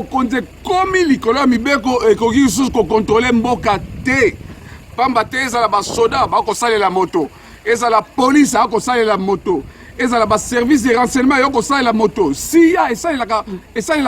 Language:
Lingala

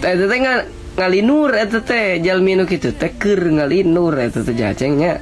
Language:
Sundanese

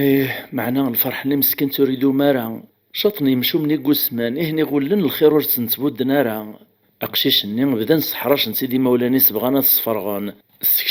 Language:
Kabyle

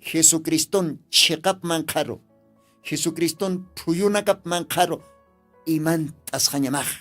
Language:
Aymara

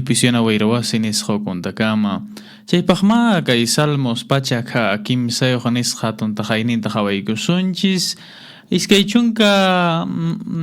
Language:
Quechua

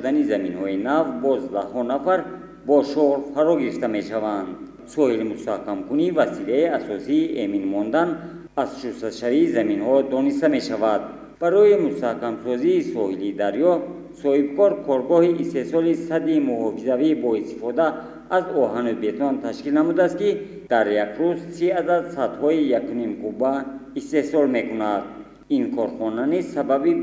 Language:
Tajik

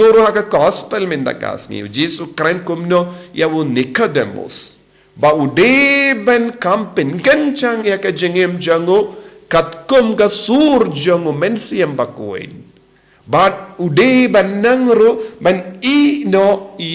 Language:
Khasi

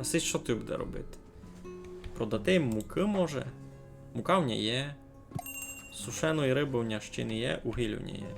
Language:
Rusyn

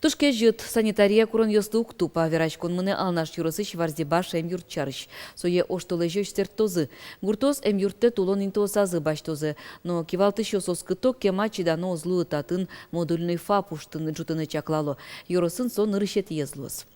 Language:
Udmurt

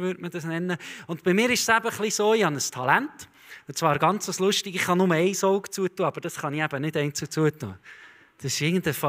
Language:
Swiss German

